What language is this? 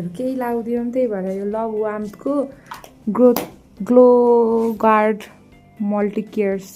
Nepali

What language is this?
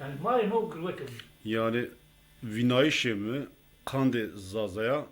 Zaza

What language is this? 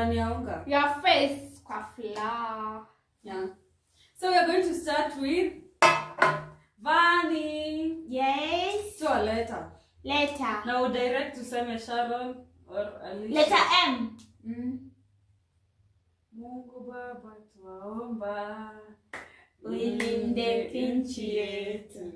Swahili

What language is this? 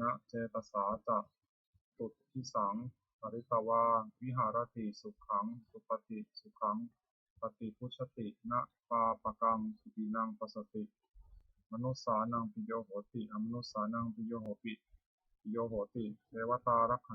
Pali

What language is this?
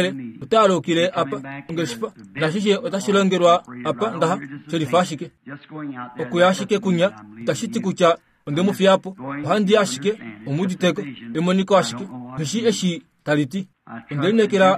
Kuanyama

